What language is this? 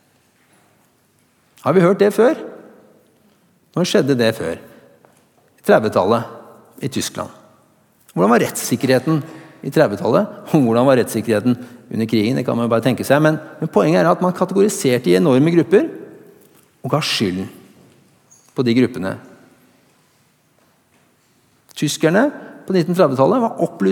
Norwegian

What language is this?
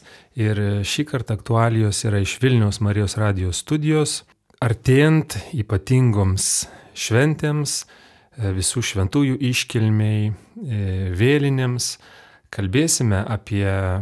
Lithuanian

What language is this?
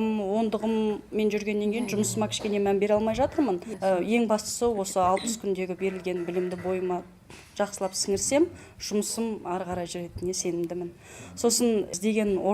Kazakh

